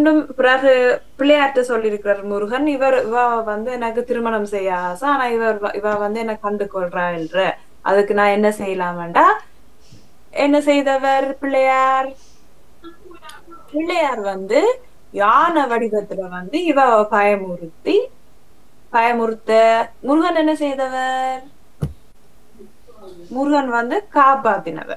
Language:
Tamil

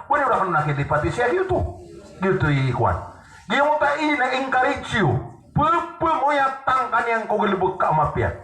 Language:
Maranao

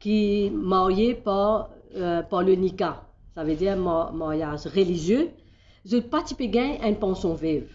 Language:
Morisyen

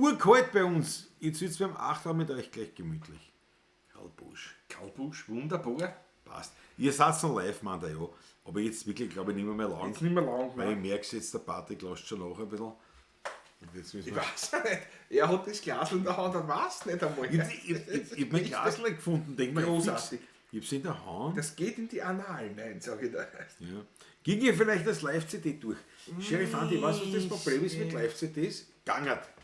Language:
Bavarian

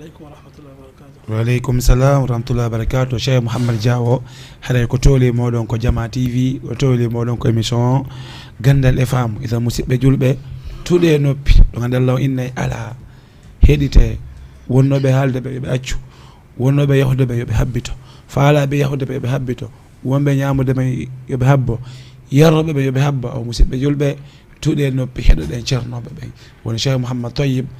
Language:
Fula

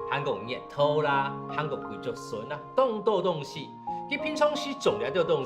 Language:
Hakka Chinese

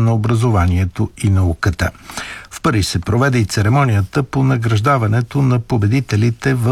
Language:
Bulgarian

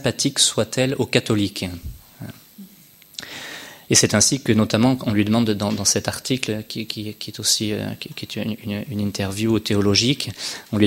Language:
French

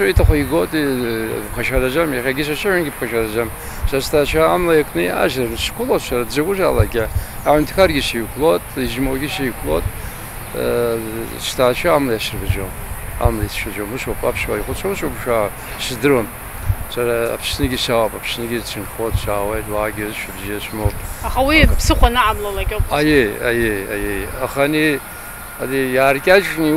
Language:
Abkhazian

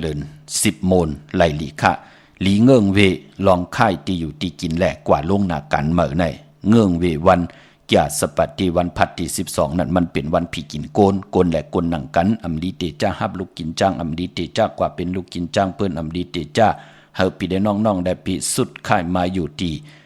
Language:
Shan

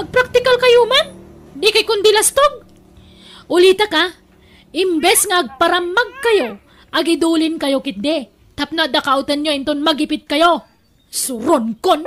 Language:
Iloko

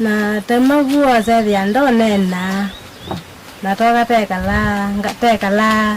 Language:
Kamba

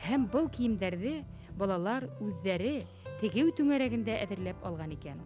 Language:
Bashkir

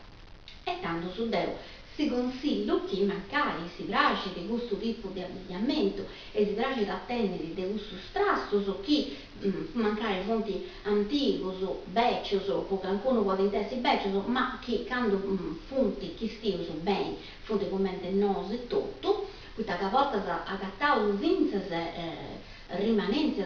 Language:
Sardinian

